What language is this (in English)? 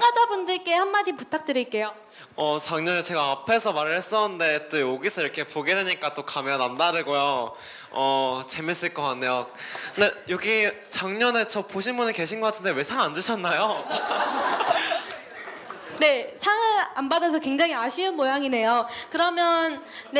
Korean